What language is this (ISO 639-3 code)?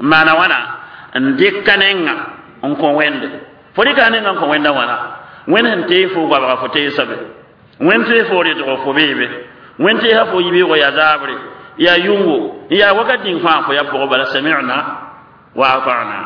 mos